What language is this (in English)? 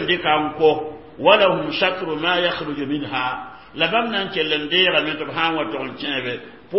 Mossi